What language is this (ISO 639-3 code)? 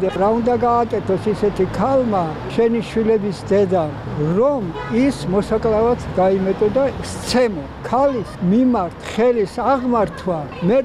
kat